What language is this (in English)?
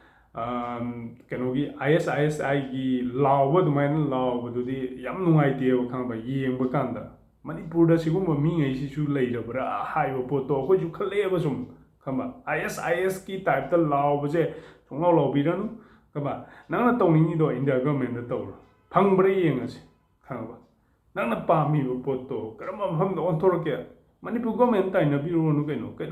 Manipuri